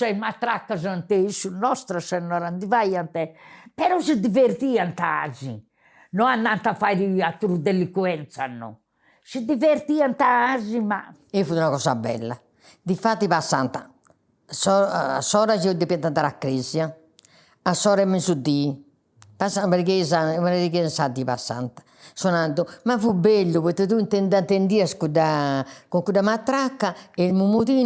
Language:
Sardinian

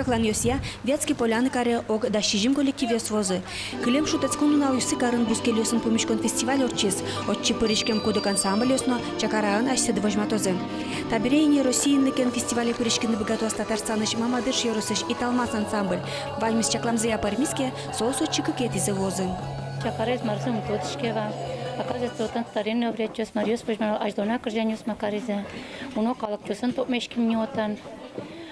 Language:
Udmurt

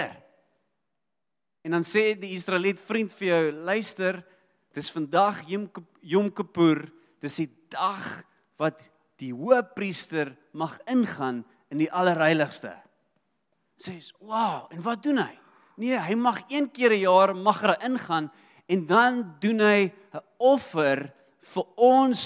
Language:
Afrikaans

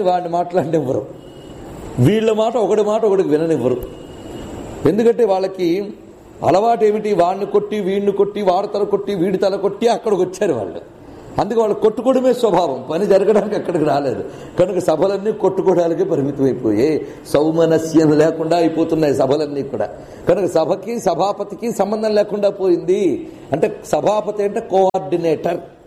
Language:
Telugu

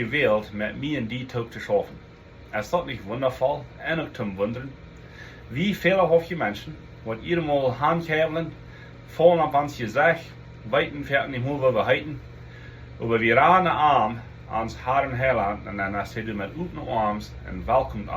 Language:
Plautdietsch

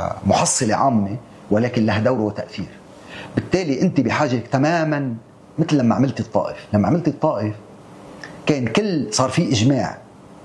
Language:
North Levantine Arabic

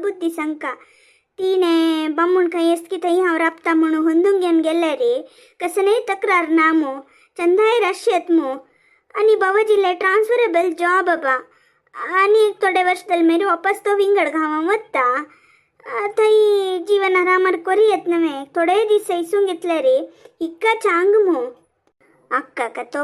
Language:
Konkani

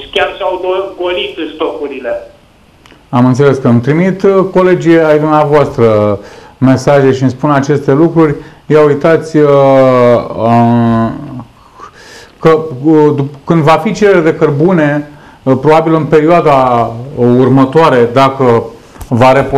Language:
Romanian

